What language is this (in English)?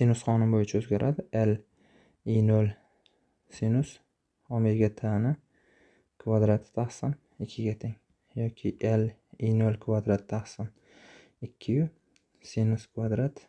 Uzbek